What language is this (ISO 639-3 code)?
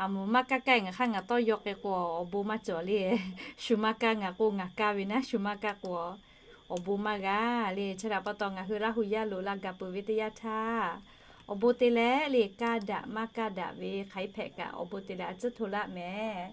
lhu